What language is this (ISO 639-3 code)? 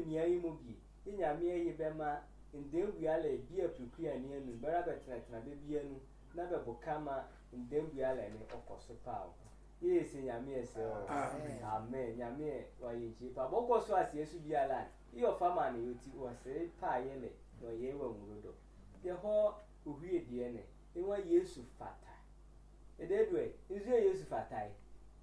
sfw